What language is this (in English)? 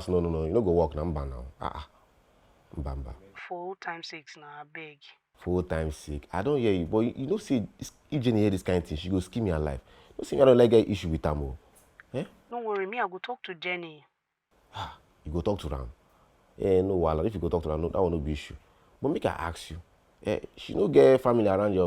Nigerian Pidgin